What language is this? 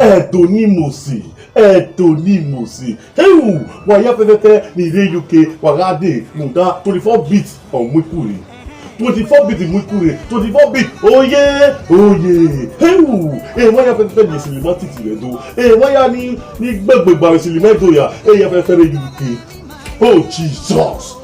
Nigerian Pidgin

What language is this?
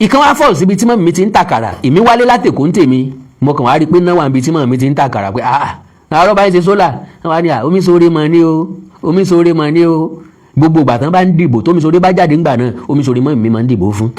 Yoruba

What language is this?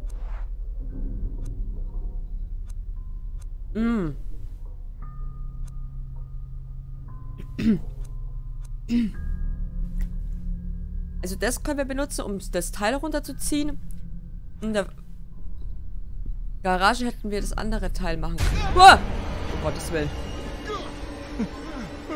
German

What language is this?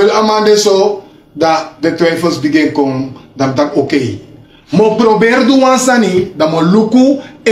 Sranan Tongo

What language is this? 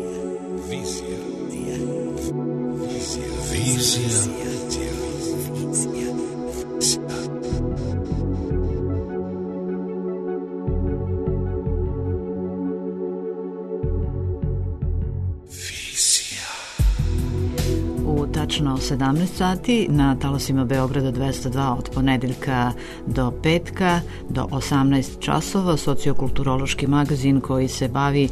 Serbian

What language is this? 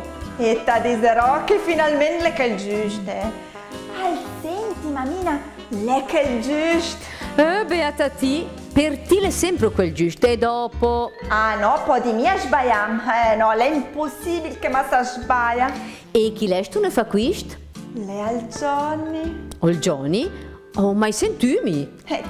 Lombard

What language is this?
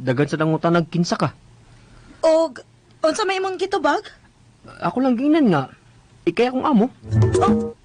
Cebuano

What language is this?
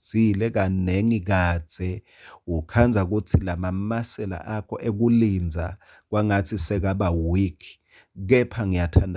Swati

